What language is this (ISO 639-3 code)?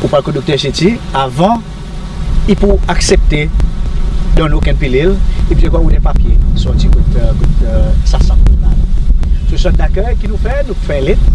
crs